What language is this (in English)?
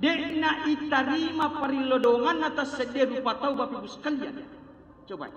Buginese